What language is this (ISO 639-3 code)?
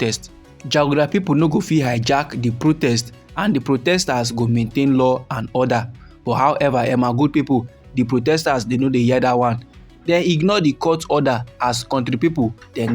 pcm